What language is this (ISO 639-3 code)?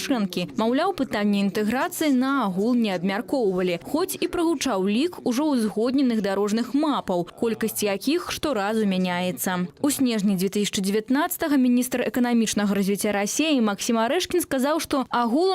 bel